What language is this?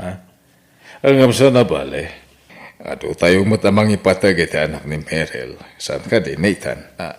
Iloko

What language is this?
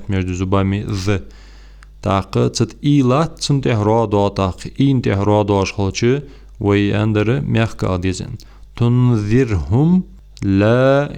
Ingush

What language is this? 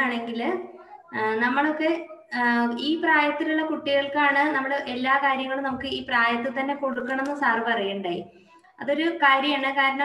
Malayalam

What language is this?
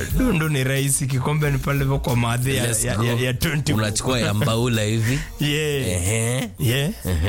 Swahili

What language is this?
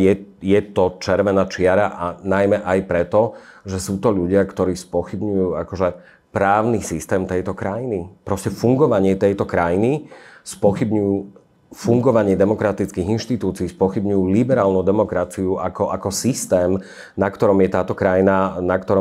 Slovak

